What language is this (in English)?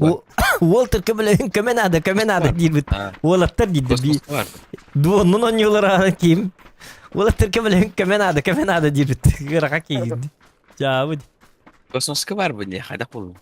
Yakut